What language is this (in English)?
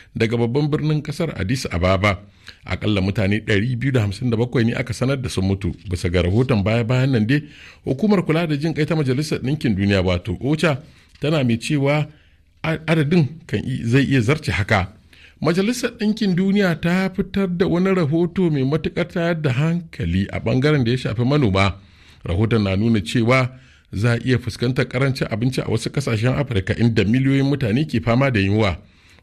Hausa